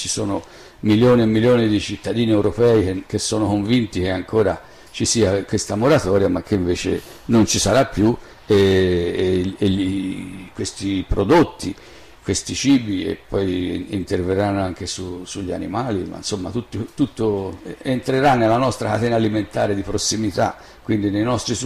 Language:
Italian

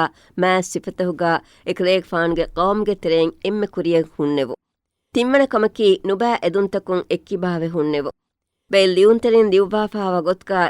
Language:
Divehi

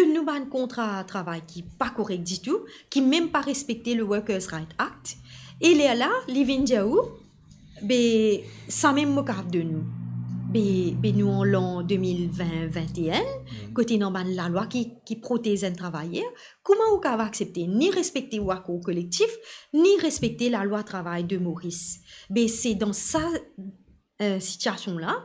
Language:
Morisyen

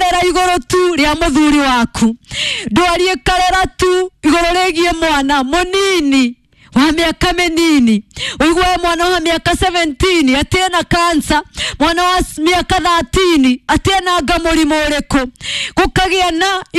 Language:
Kikuyu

